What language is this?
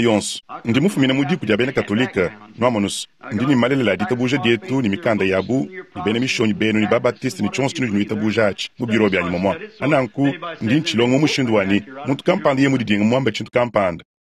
Luba-Lulua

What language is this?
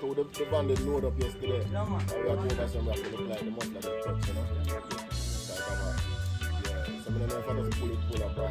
Jamaican Creole English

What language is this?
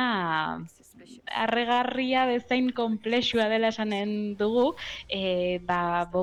Basque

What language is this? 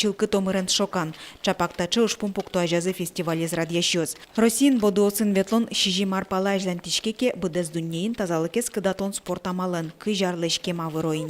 Udmurt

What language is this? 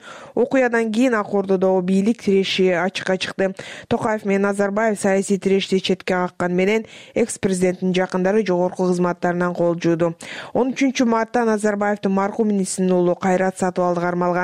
Kyrgyz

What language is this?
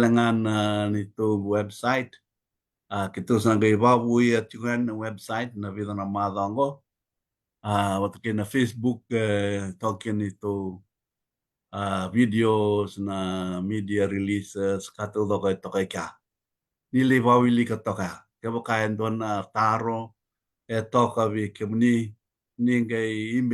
Fijian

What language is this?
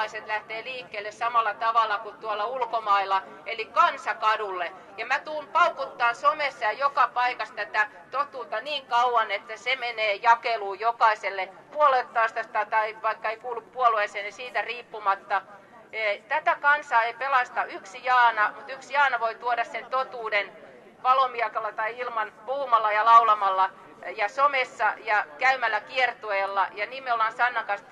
Finnish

